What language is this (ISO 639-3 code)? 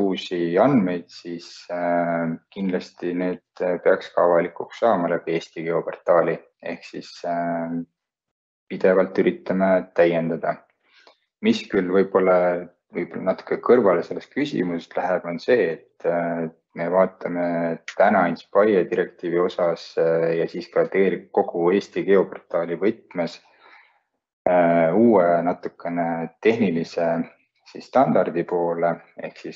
est